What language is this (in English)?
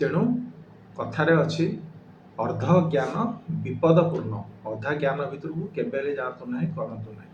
Odia